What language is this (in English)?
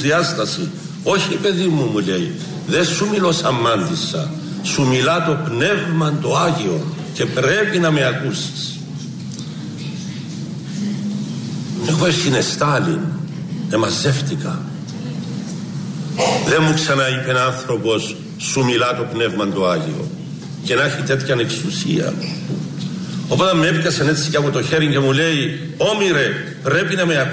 Greek